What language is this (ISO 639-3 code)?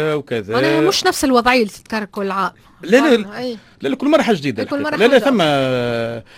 aeb